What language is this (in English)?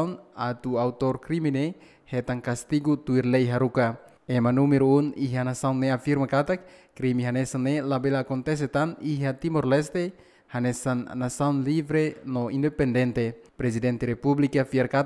Tetum